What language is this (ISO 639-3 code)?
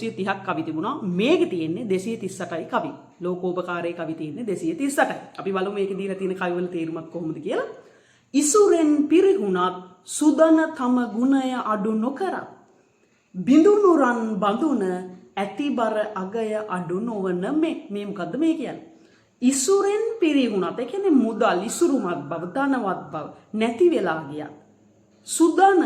sin